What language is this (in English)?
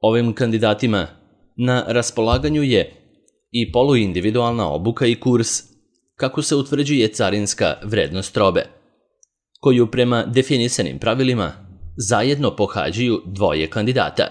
Serbian